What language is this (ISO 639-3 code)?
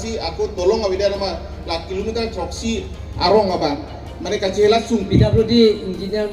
mjw